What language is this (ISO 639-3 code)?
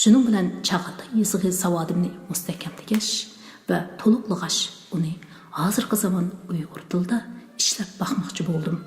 uig